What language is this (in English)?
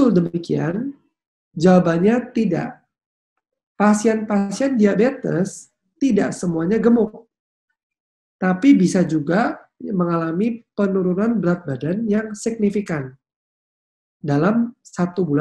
Indonesian